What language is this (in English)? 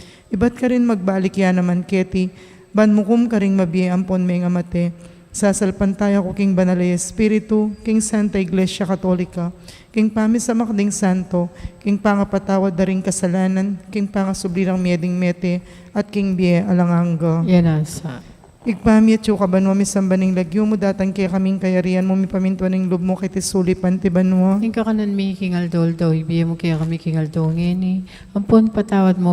Pampanga